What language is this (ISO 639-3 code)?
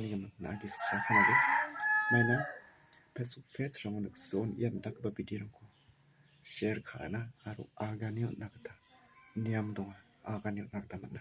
grt